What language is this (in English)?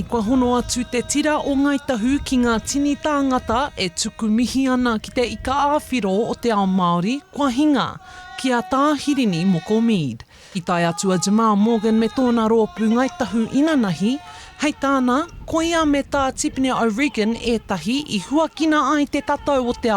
Māori